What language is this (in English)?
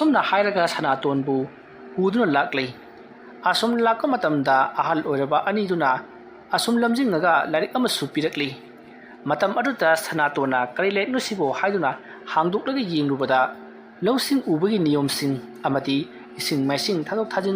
Manipuri